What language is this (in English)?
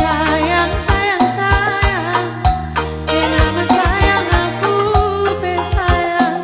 Batak Karo